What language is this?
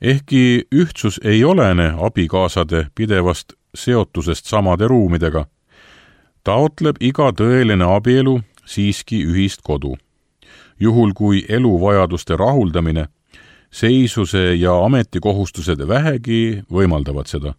Estonian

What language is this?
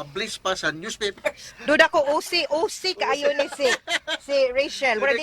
Cebuano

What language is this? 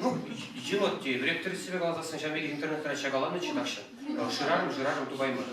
Chuvash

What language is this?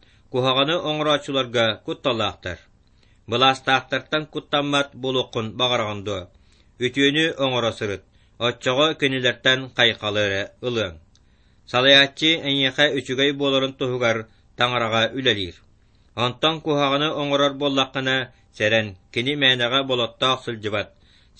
Yakut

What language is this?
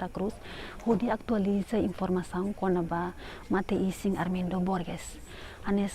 Tetum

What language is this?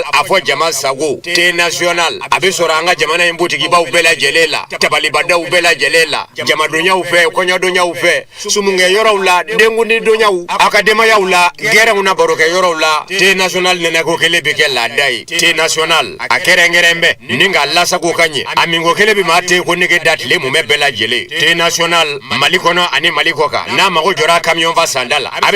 Bambara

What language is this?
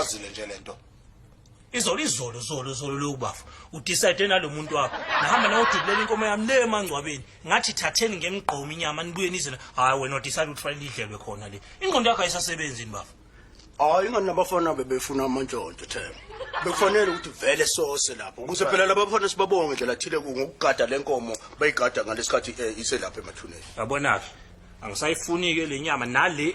Zulu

